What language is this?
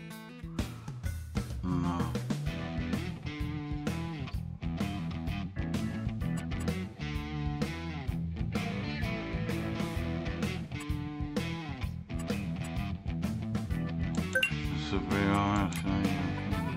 Czech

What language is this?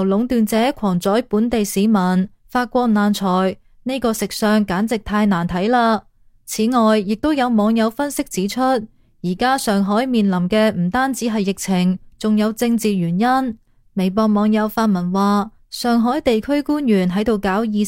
Cantonese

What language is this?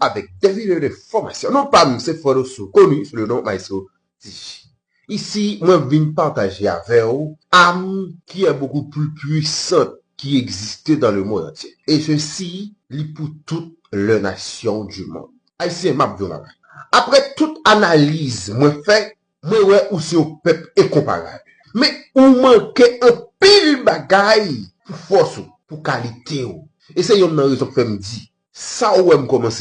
Haitian Creole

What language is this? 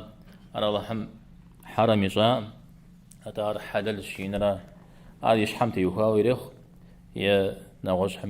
Kabardian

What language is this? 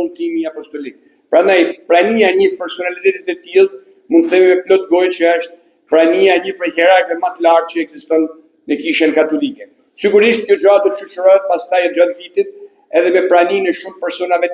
Albanian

